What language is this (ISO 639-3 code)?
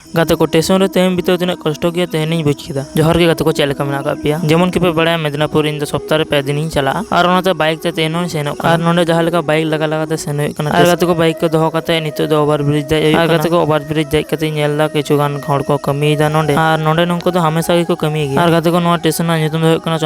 sat